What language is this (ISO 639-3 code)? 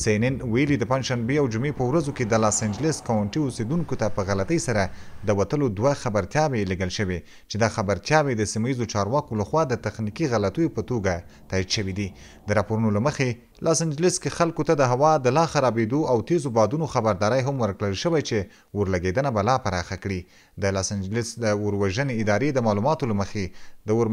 pus